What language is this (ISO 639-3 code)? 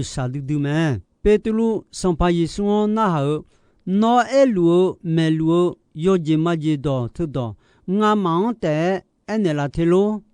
ahk